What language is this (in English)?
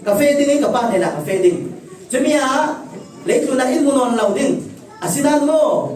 Falam Chin